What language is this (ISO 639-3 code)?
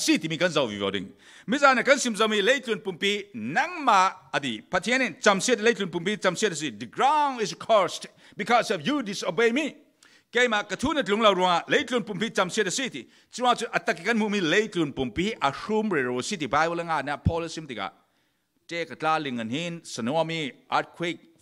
cfm